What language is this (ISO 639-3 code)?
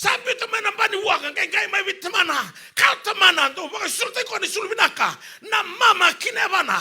fij